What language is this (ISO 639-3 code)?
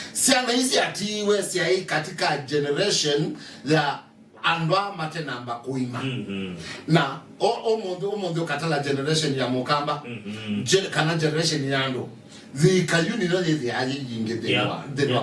kam